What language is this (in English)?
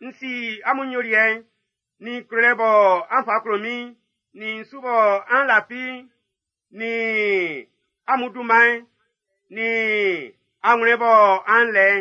Baoulé